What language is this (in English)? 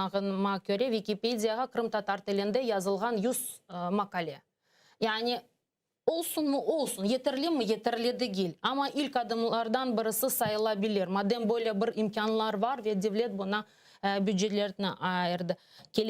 Crimean Tatar